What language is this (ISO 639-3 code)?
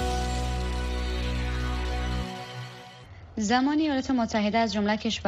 fas